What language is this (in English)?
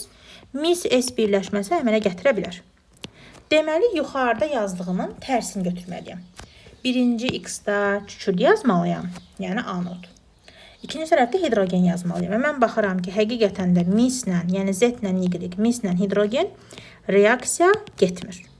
Azerbaijani